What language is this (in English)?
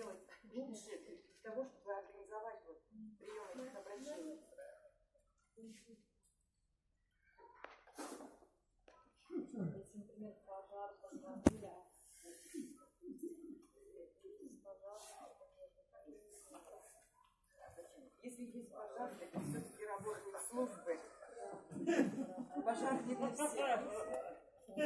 Russian